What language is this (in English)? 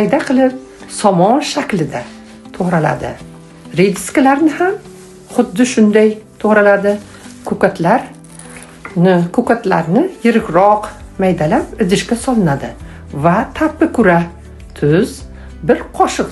Uzbek